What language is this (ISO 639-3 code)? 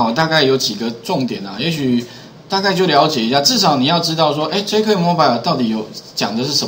zho